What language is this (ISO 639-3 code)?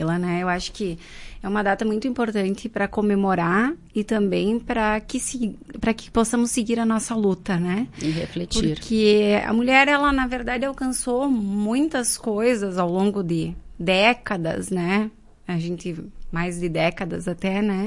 por